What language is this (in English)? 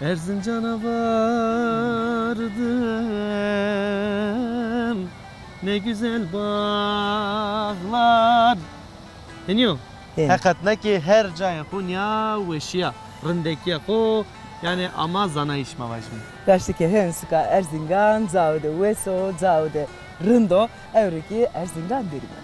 Zaza